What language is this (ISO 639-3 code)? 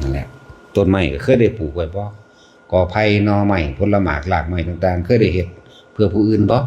tts